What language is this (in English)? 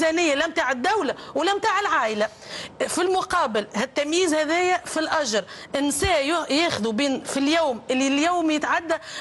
Tunisian Arabic